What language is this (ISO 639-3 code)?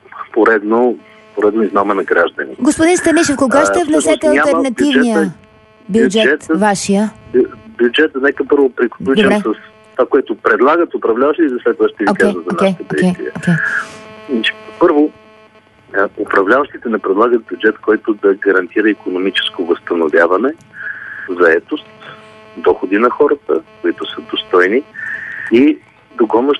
bul